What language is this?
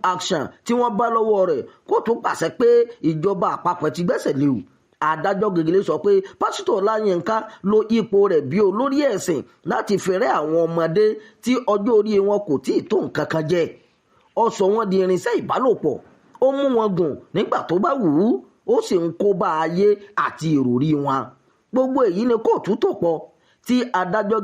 Yoruba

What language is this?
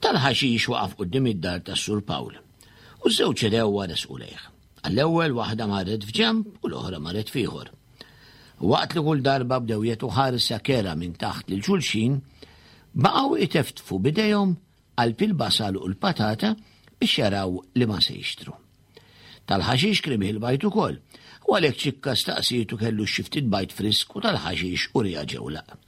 Maltese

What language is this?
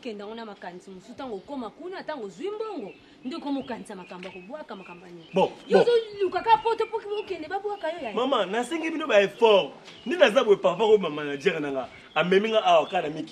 Lingala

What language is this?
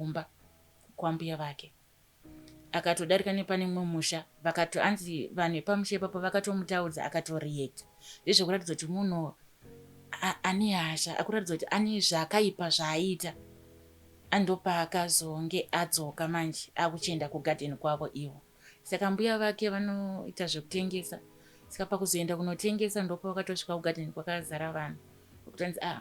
Shona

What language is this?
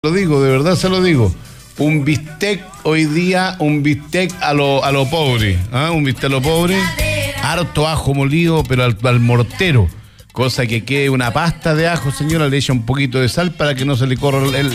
Spanish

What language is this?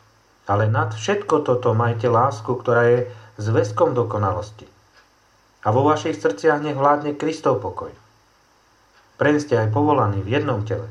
Slovak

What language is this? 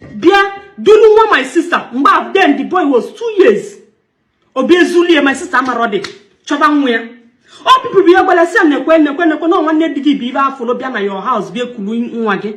Igbo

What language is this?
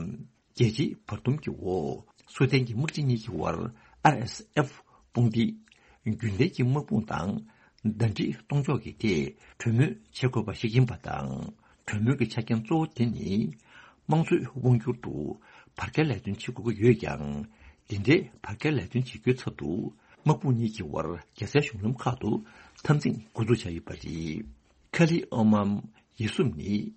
Tibetan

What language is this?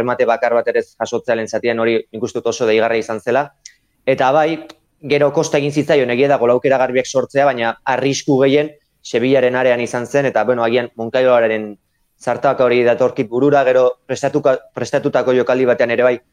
Basque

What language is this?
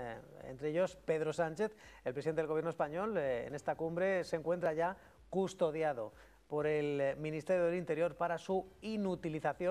Spanish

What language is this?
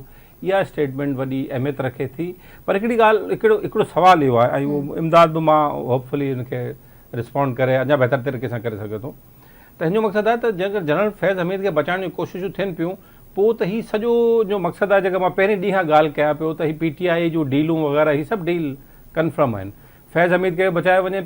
Sindhi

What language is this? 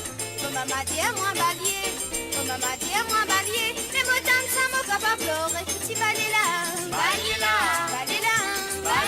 Morisyen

